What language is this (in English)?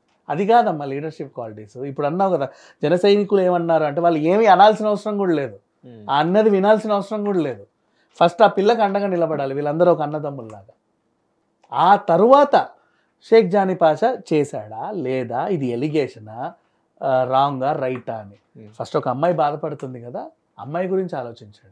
Telugu